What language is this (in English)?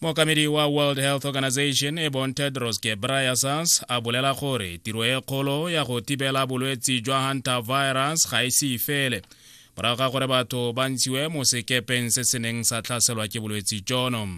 Tswana